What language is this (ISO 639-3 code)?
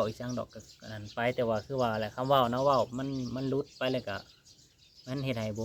lao